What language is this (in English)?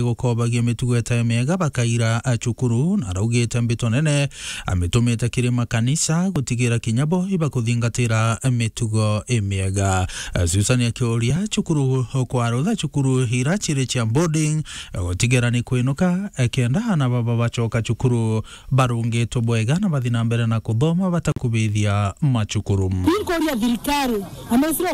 Meru